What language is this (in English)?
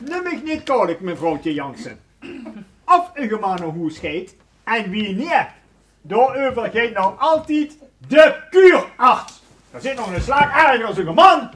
Limburgish